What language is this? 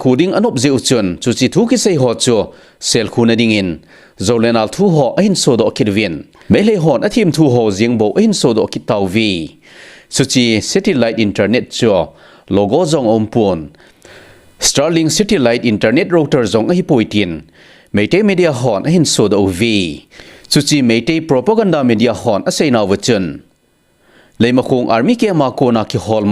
Thado Chin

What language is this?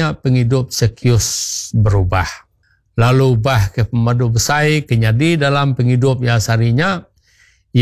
Iban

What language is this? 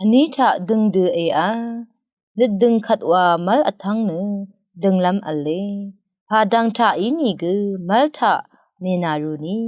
Rawang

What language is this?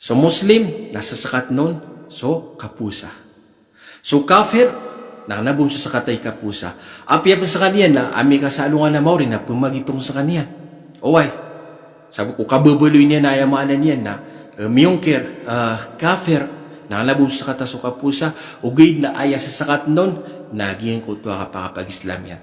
Maranao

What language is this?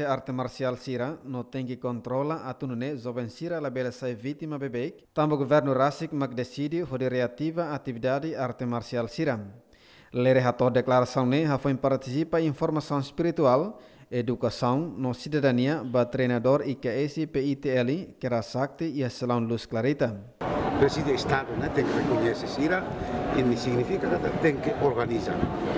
Tetum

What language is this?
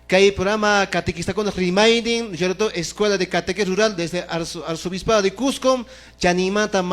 Quechua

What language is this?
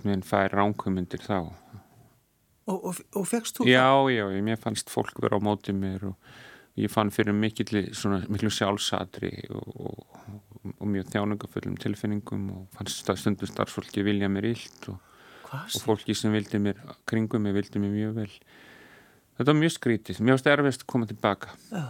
Icelandic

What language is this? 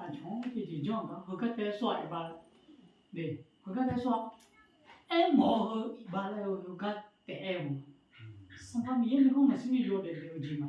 Akha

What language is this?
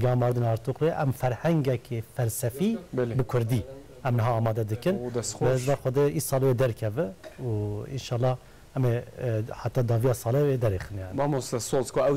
Kurdish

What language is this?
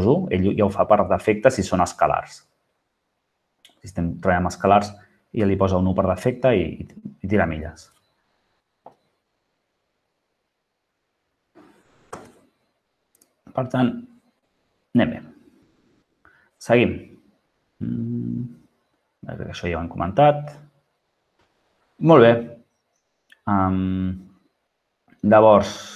Catalan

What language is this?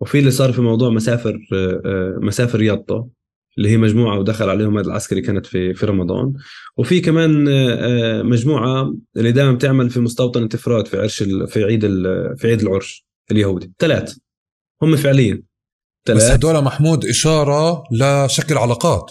North Levantine Arabic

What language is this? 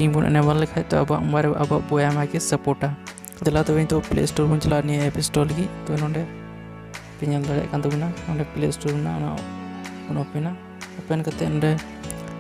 Santali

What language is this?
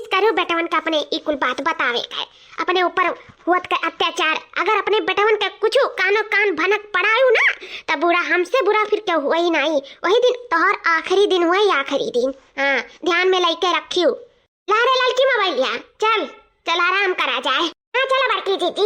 Awadhi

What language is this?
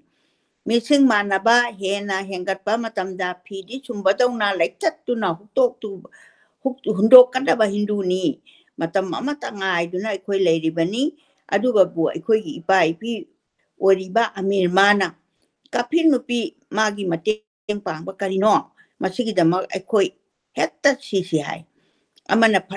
Manipuri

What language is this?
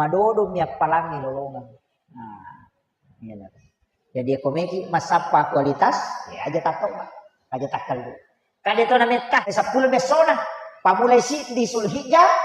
Buginese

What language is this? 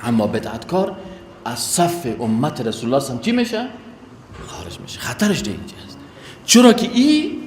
Persian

